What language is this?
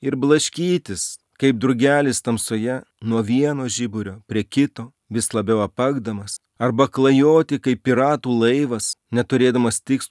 Lithuanian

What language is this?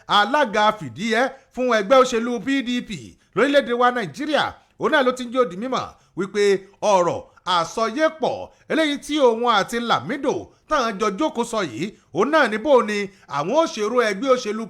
Yoruba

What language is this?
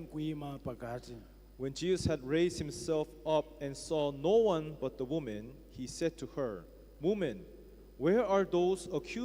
Nyanja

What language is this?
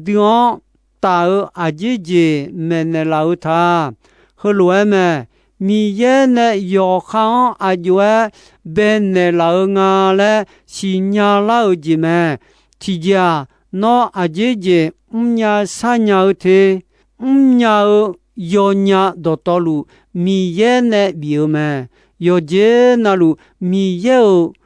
Akha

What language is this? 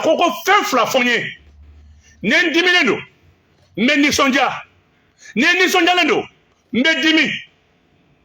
Bambara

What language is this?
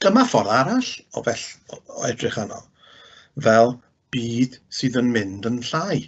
Welsh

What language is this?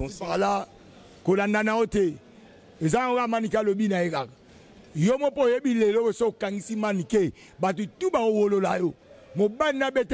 Lingala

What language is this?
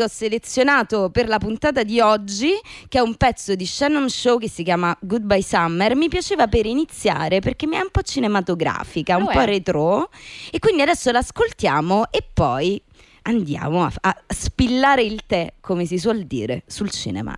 Italian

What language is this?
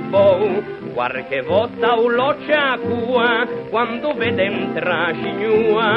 Ligurian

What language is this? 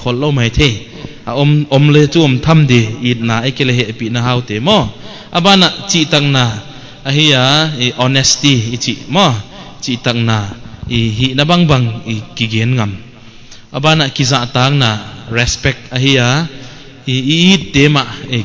Paite Chin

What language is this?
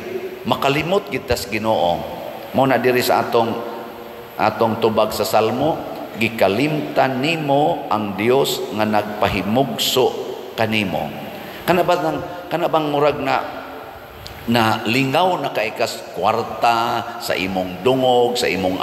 Cebuano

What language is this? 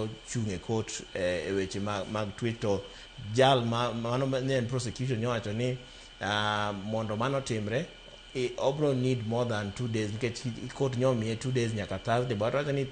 Luo (Kenya and Tanzania)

